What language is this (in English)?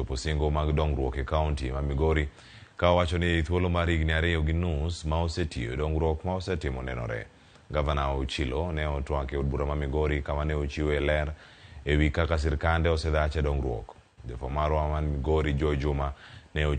Luo (Kenya and Tanzania)